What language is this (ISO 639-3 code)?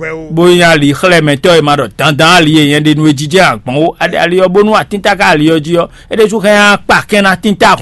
fon